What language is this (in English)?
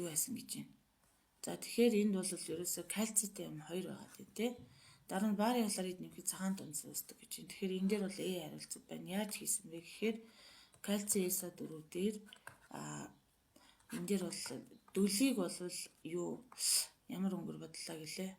Mongolian